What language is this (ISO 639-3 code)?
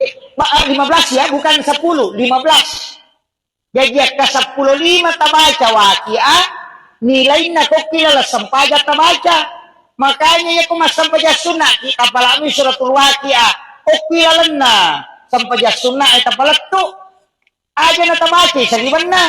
bug